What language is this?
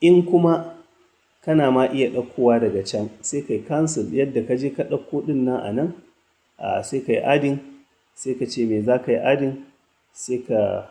Hausa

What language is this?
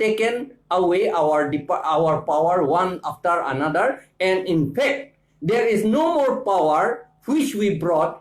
Karbi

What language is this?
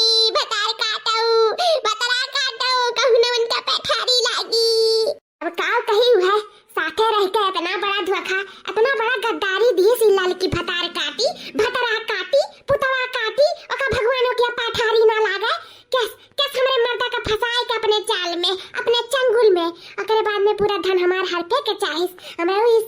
Awadhi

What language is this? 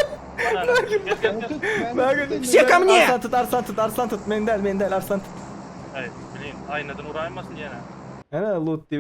Turkmen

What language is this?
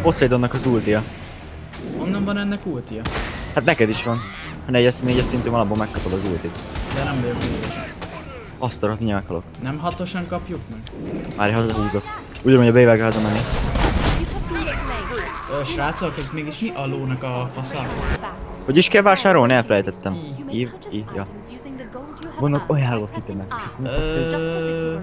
Hungarian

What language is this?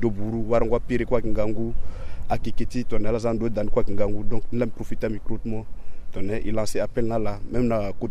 Sango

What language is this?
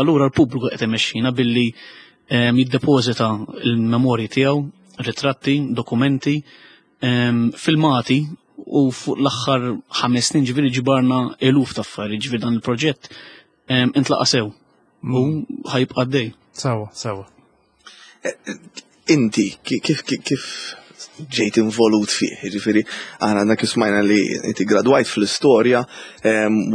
Maltese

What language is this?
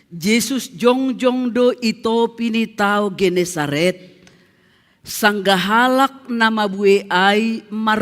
Batak Simalungun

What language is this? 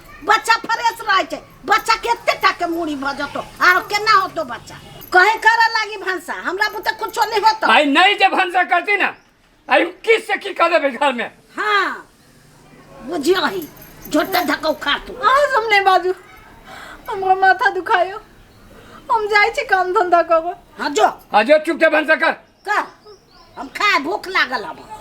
Maithili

